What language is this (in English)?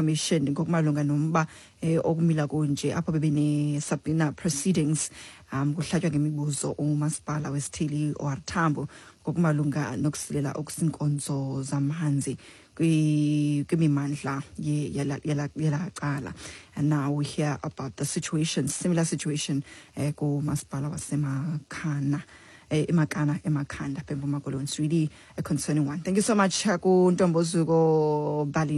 Xhosa